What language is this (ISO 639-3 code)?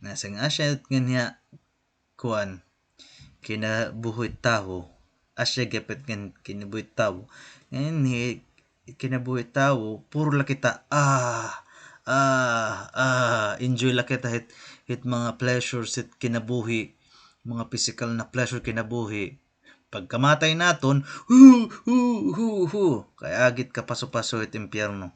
war